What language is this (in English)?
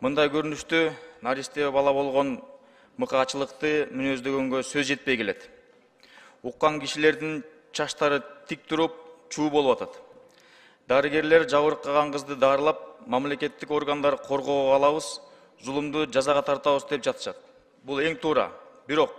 Kyrgyz